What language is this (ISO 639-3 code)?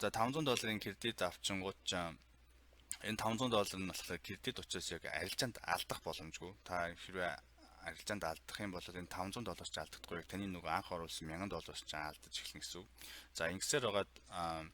mon